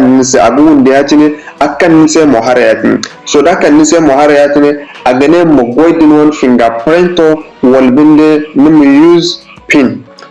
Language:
Zarma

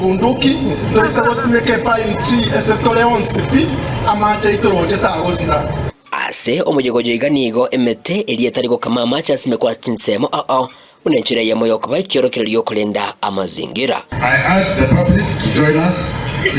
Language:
Gusii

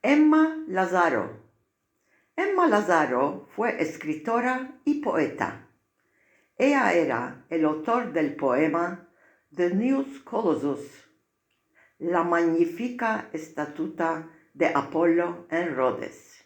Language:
Ladino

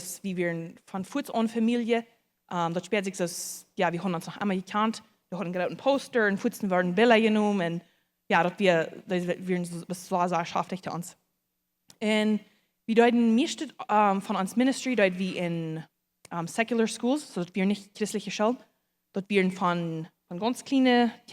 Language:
Plautdietsch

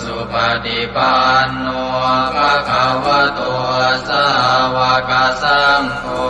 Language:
Pali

